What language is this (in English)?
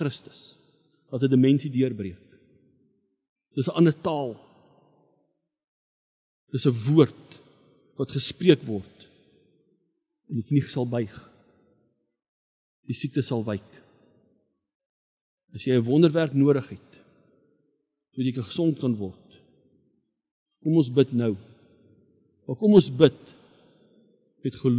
Afrikaans